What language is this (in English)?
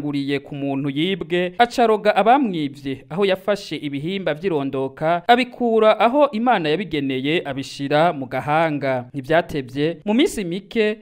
Rundi